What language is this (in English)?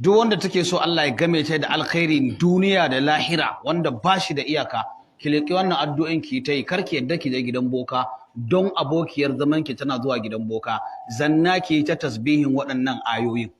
Hausa